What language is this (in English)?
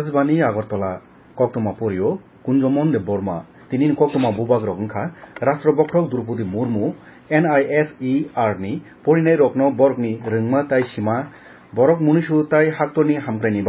Kok Borok